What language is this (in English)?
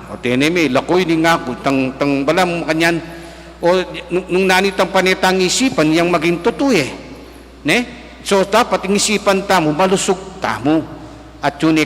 Pampanga